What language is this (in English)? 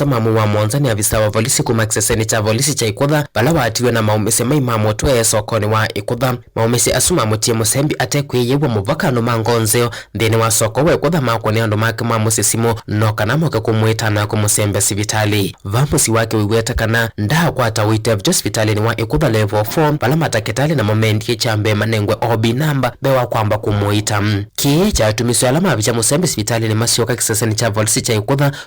Kamba